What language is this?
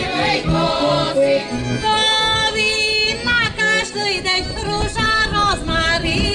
Rusyn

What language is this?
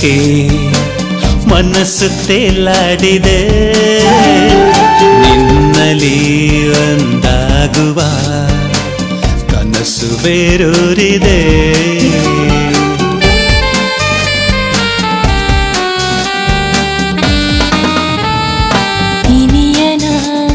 Kannada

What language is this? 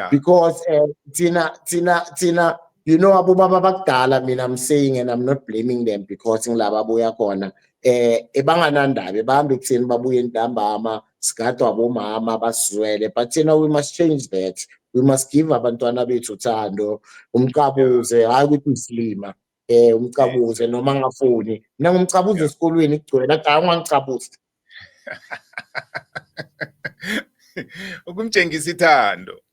Zulu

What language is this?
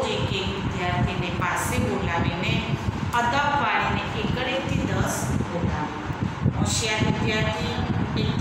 Gujarati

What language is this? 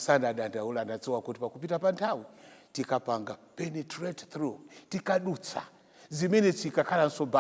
Nyanja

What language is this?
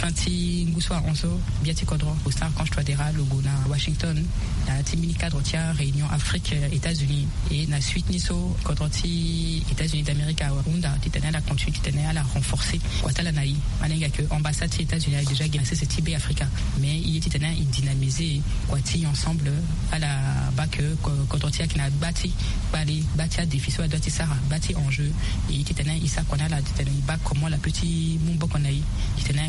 Sango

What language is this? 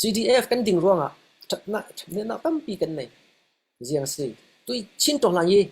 Falam Chin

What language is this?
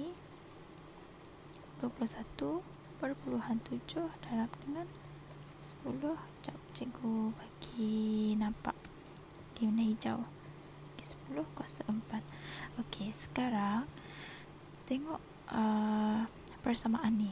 Malay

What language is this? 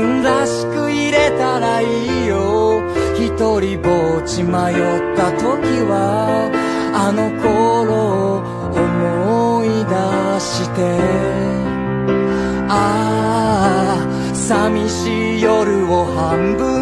Japanese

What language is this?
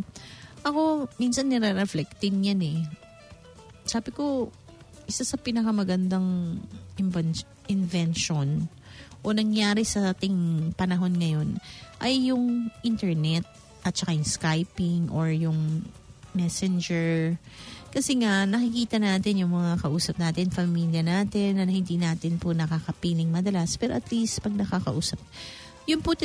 Filipino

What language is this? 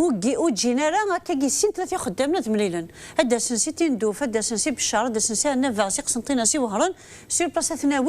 Kabyle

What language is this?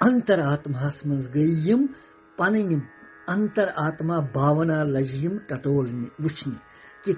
Kashmiri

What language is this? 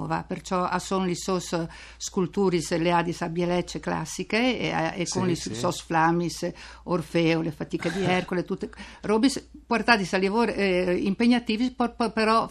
Friulian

